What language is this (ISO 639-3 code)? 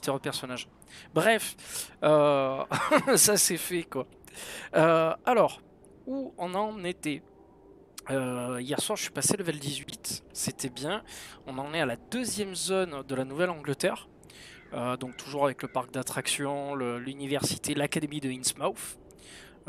fra